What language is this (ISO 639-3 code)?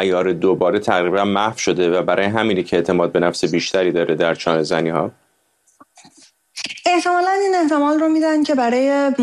fas